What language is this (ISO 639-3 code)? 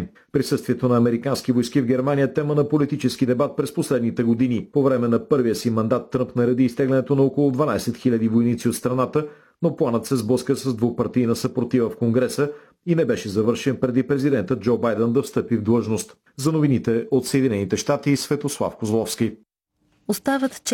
bul